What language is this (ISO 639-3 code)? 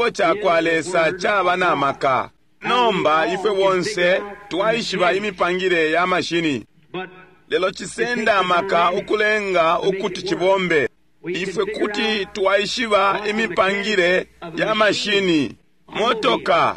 bem